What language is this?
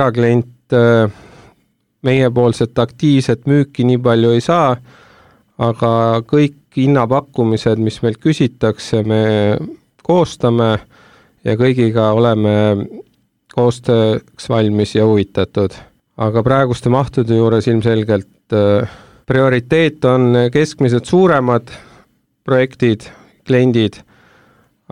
Estonian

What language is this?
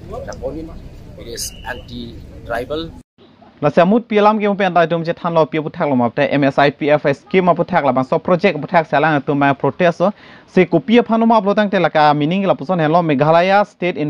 Karbi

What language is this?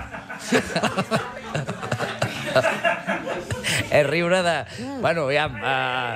Catalan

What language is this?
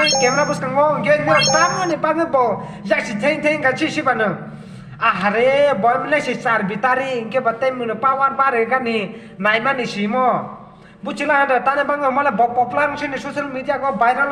Kok Borok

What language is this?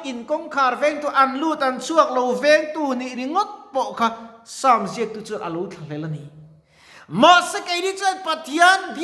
Mizo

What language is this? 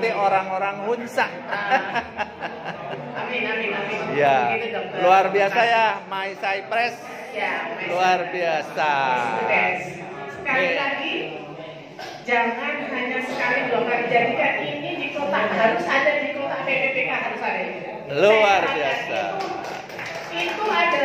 Indonesian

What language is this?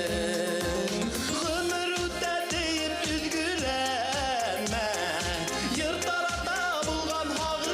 Bashkir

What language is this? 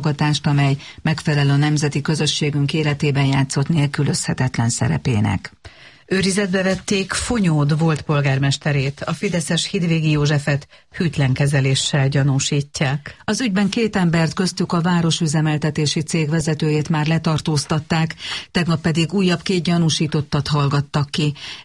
Hungarian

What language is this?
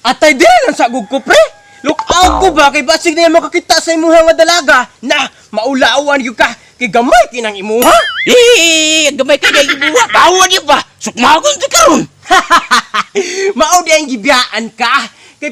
Cebuano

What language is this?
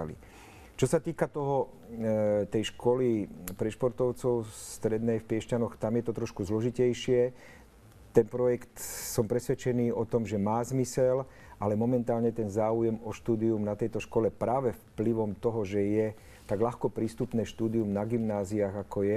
Slovak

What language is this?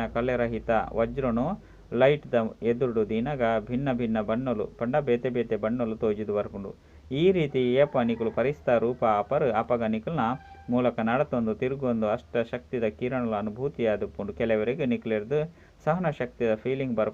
Tulu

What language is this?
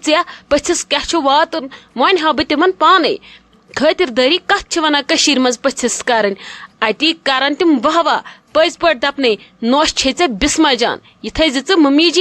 Kashmiri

